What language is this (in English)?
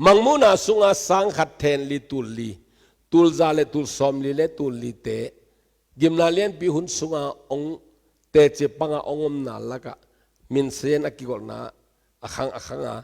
Tedim Chin